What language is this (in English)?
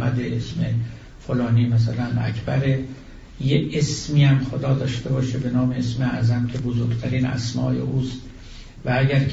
Persian